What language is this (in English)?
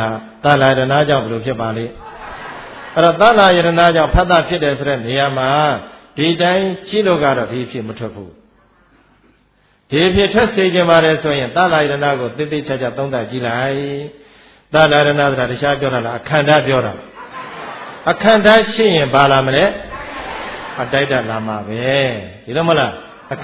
Burmese